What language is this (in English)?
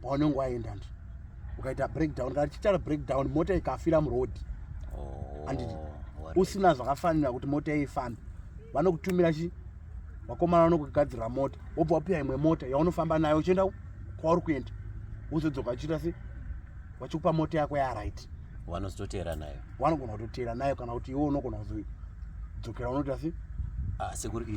Shona